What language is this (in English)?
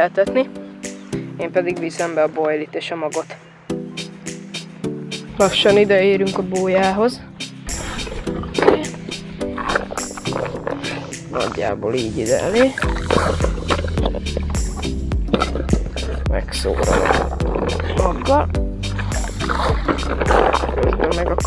Hungarian